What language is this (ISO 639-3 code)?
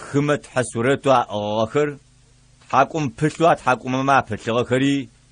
ady